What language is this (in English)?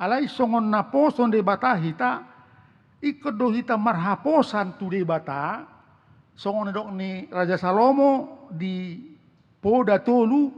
Batak Toba